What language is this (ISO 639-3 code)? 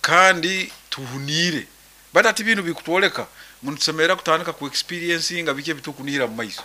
nyo